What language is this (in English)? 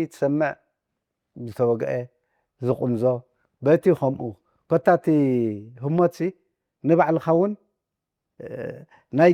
Tigrinya